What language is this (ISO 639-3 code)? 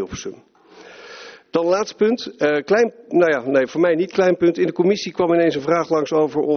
nld